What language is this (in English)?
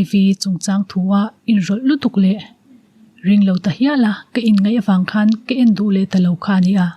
Mizo